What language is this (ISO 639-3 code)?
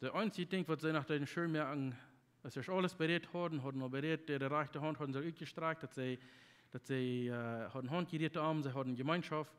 pdt